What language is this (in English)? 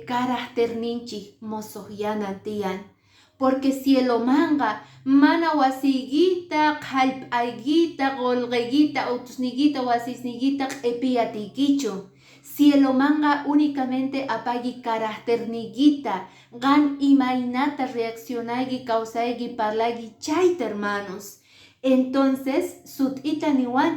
Quechua